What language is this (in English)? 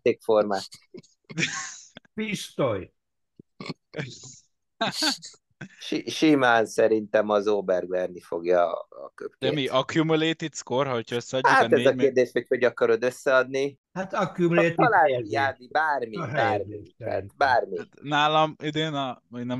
Hungarian